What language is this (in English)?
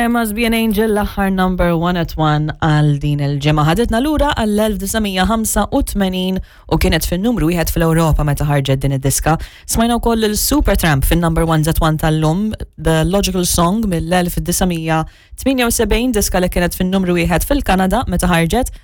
Maltese